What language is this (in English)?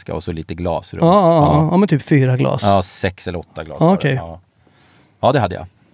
Swedish